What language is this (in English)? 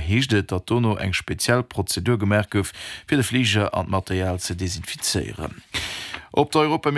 Luxembourgish